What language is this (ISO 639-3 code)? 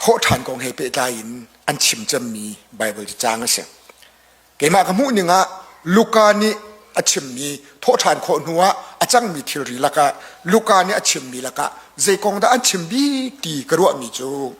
cnh